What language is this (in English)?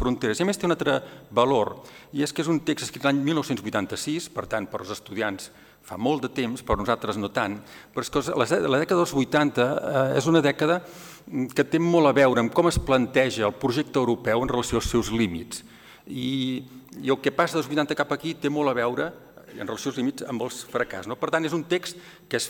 Catalan